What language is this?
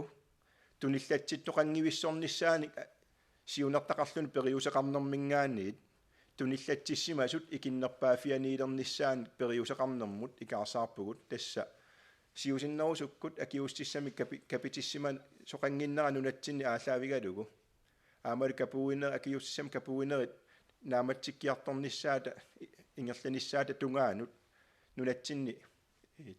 Kalaallisut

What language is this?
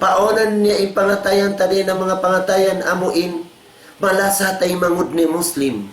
Tausug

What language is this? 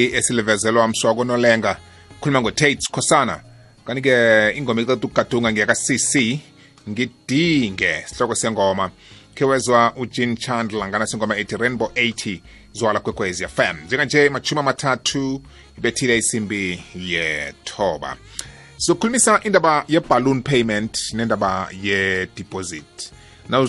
South Ndebele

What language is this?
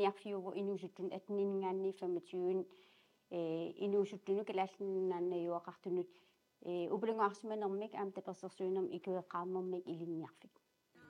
Kalaallisut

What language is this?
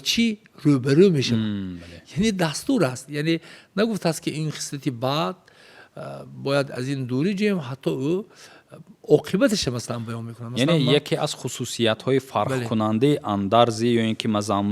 Tajik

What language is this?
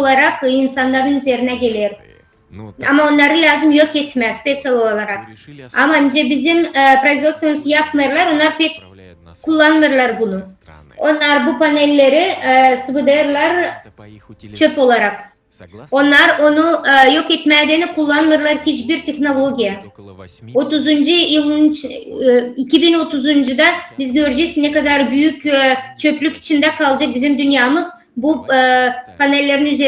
Gagauz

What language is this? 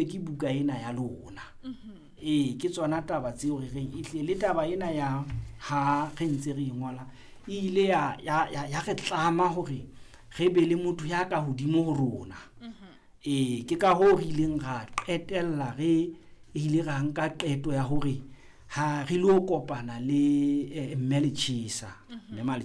Southern Sotho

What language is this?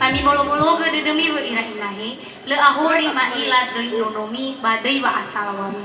Nias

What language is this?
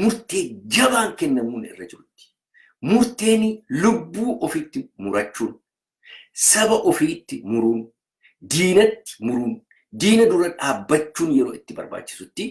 Oromo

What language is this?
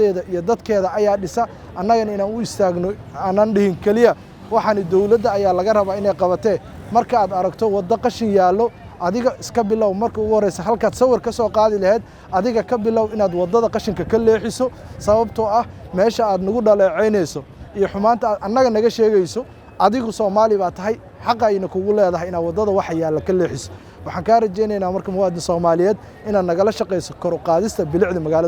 Somali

